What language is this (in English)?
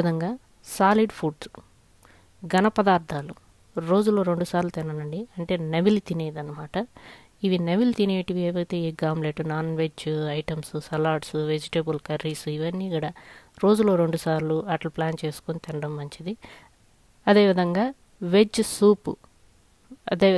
Telugu